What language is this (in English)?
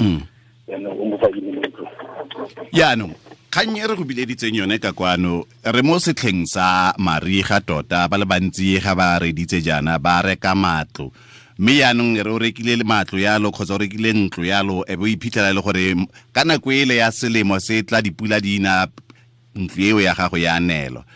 Tswana